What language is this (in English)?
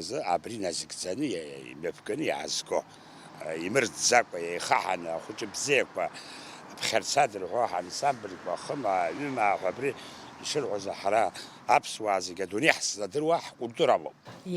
Abkhazian